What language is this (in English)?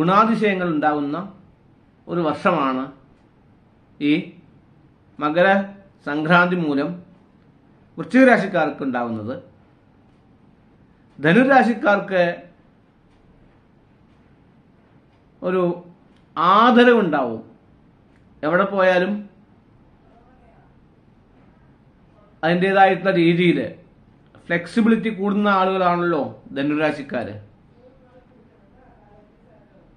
Malayalam